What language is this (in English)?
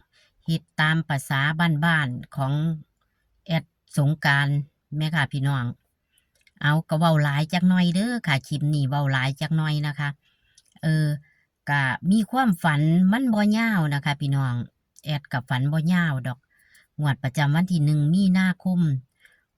Northeastern Thai